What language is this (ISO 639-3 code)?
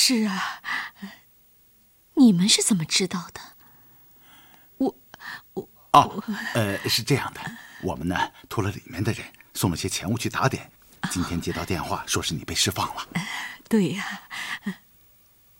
zho